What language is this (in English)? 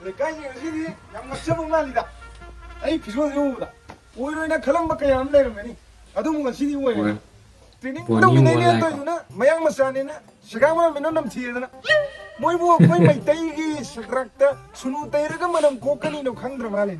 Manipuri